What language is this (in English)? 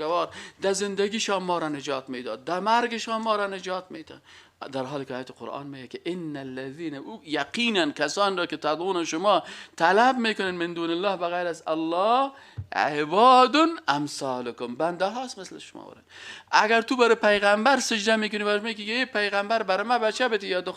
Persian